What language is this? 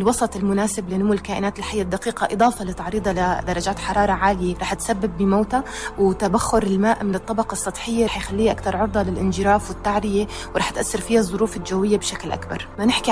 North Levantine Arabic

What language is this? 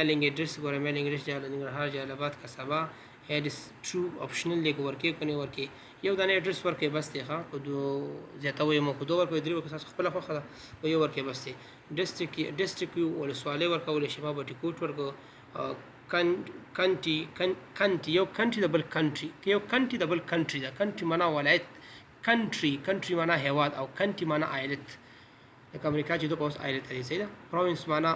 Pashto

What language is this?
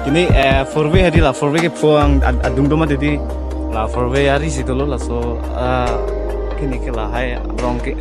Karbi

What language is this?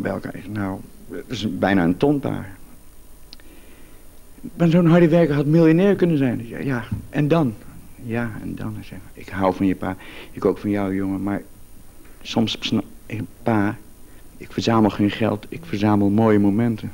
Dutch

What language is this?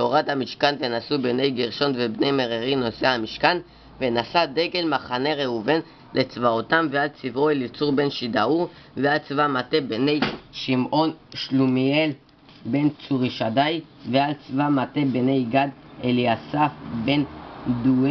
Hebrew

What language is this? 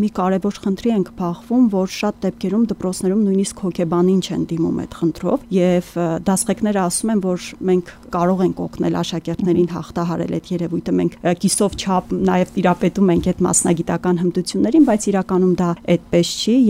Armenian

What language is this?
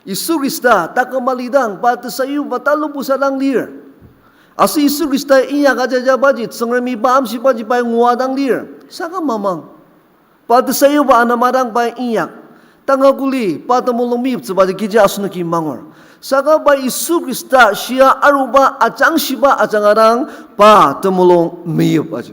Ao Naga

